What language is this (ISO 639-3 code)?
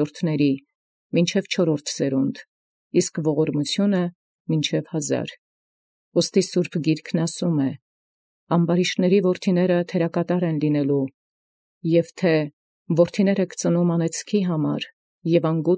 hye